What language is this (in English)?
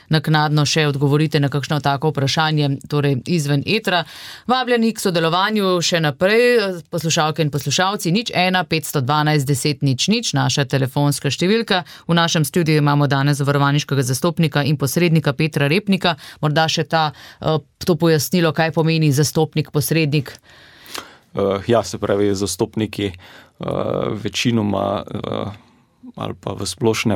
Slovenian